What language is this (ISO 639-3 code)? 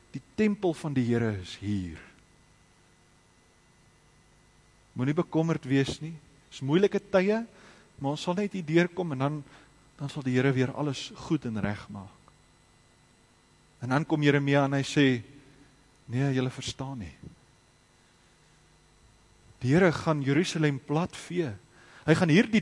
afr